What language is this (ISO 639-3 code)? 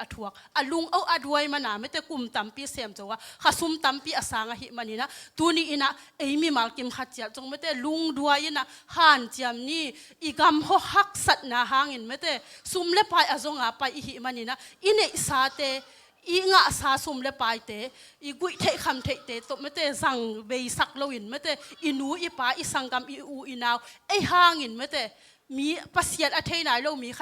ctd